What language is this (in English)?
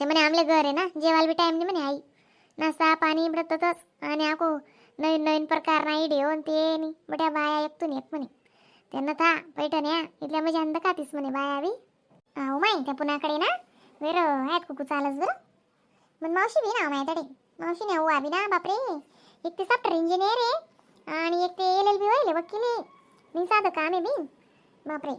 Khandesi